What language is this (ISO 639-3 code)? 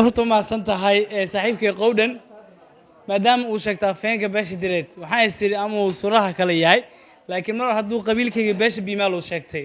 som